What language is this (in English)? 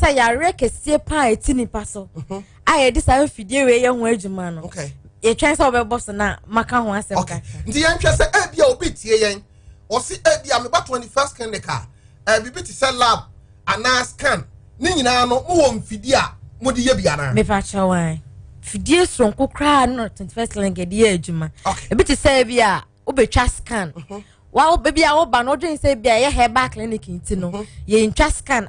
Akan